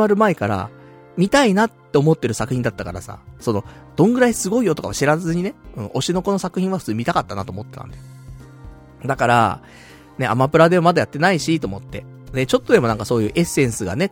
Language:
Japanese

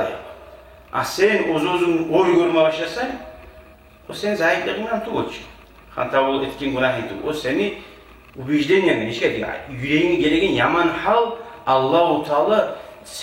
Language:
Kumyk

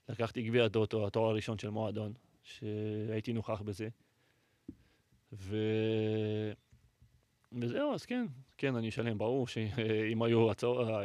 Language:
Hebrew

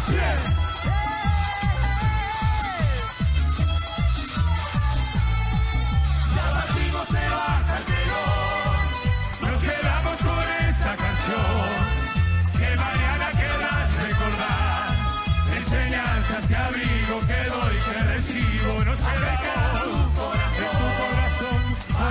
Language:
Spanish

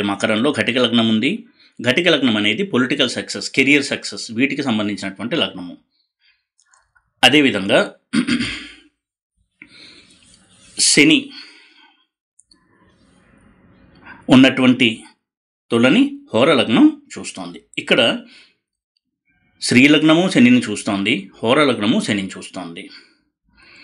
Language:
Telugu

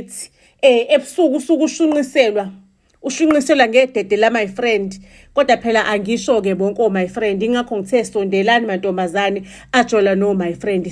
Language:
Zulu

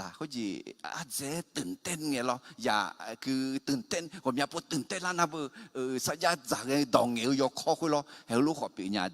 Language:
Akha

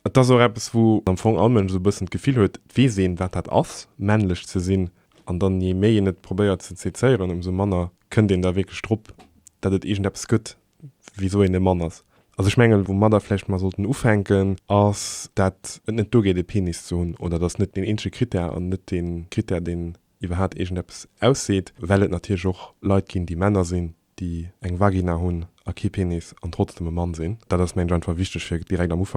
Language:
Luxembourgish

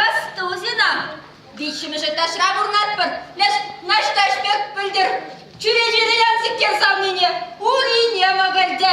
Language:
Chuvash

